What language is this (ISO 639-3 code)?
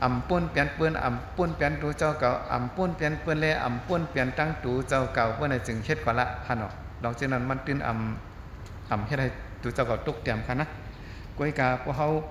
shn